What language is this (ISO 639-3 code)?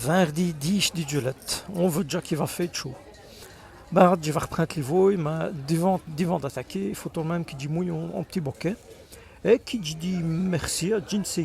wln